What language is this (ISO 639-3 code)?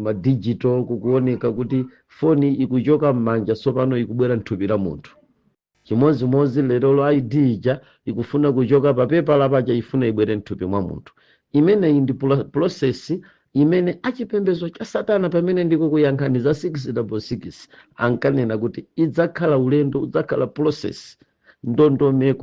nya